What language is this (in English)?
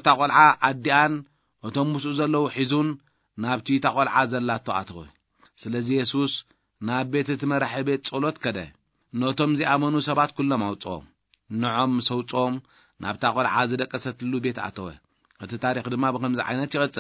Tigrinya